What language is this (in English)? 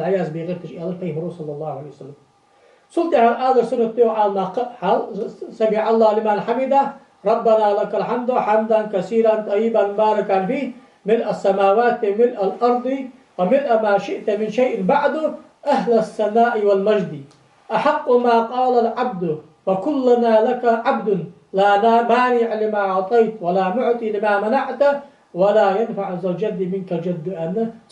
Ingush